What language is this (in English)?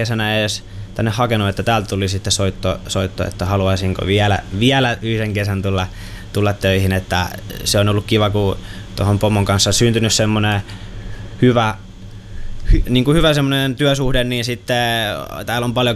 Finnish